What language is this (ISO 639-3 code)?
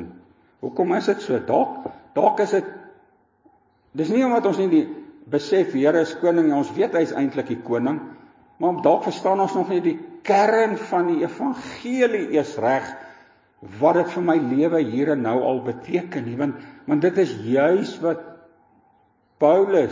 afr